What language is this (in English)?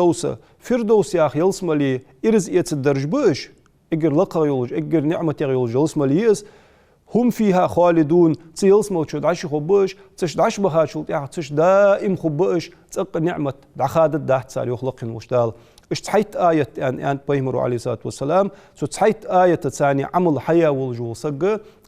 Ingush